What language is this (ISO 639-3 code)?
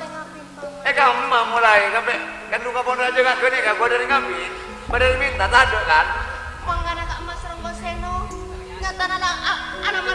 mad